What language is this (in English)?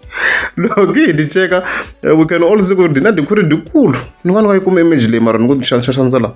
Tsonga